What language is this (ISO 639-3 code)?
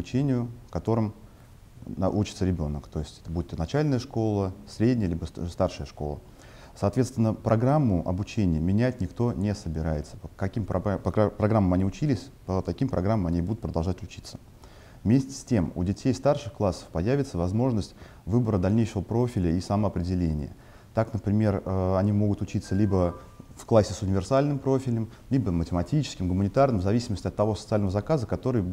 rus